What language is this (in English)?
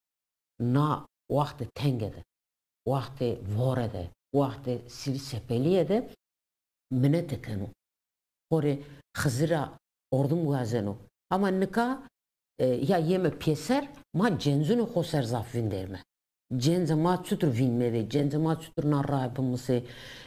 Zaza